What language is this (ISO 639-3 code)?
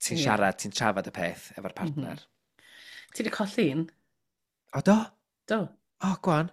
cym